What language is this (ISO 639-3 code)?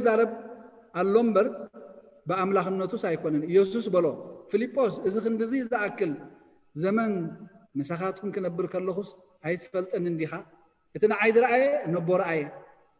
tir